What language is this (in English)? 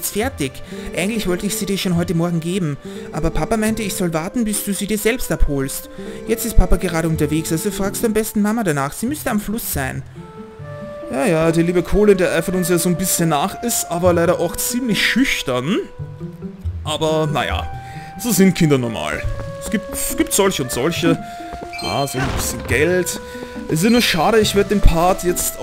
German